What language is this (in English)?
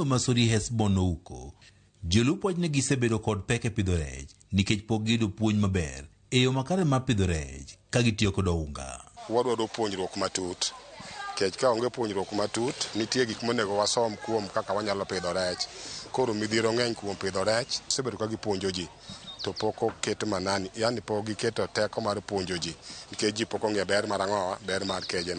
Luo (Kenya and Tanzania)